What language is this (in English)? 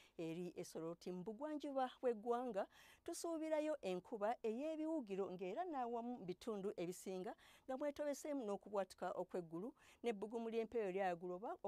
Ganda